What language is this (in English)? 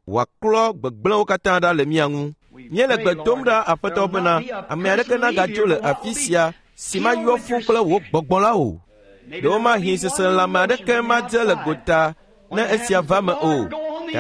Ewe